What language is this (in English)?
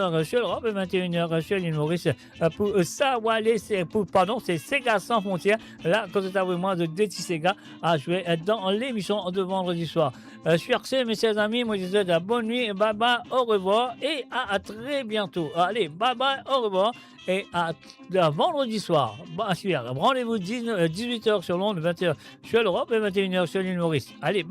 Morisyen